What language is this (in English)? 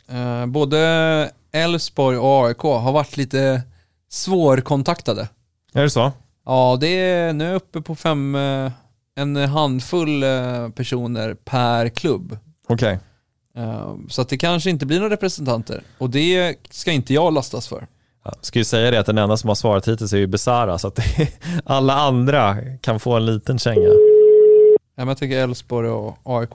Swedish